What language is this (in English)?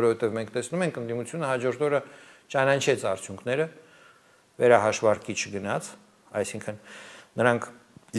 Armenian